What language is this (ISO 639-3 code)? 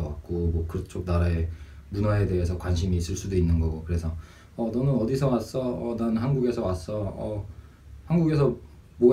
kor